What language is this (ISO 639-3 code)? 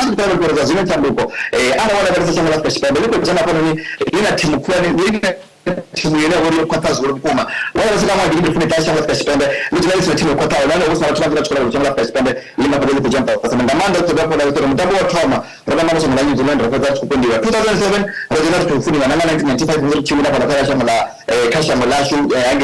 ven